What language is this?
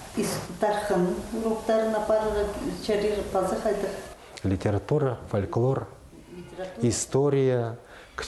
Khakas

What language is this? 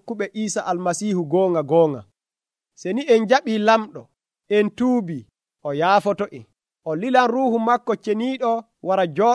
Nigerian Fulfulde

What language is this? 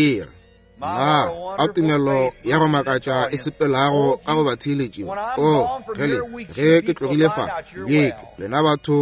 Northern Sotho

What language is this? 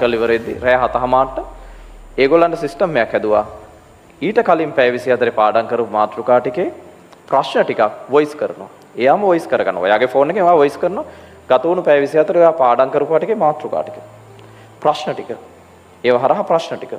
Sinhala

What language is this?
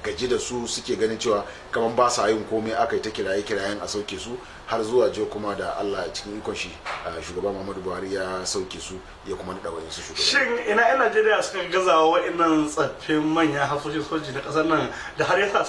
Hausa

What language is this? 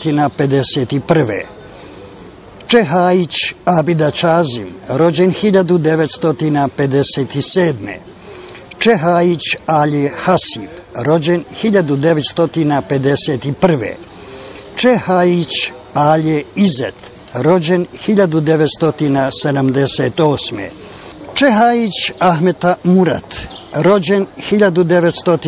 Bosnian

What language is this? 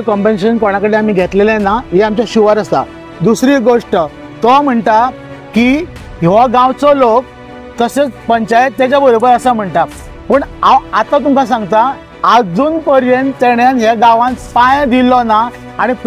Konkani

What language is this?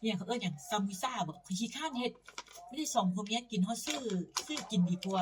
Northeastern Thai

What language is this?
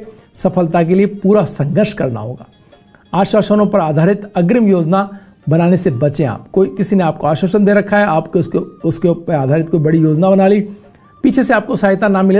Hindi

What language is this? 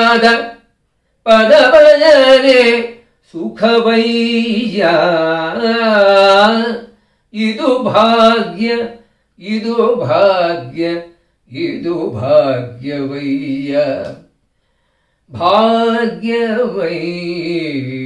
Kannada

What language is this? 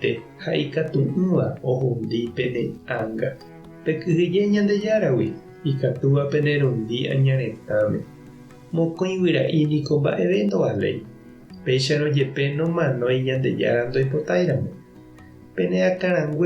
Guarani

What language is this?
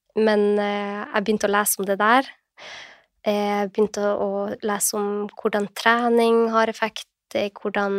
Norwegian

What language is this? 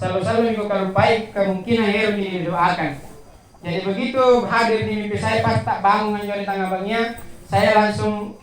Makasar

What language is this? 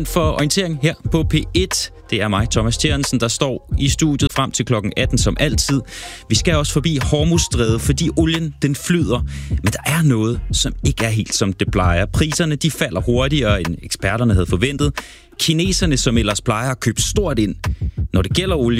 Danish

